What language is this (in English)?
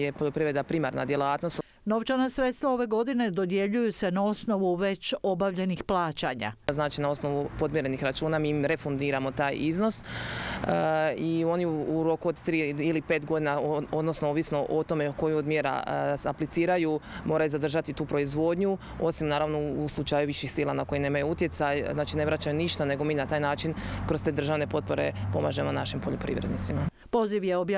Croatian